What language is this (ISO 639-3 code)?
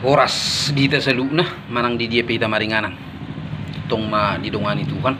bbc